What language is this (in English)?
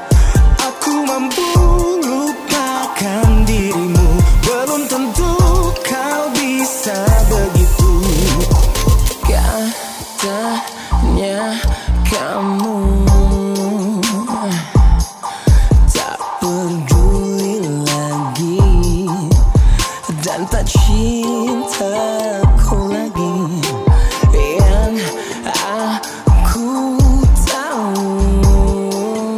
Indonesian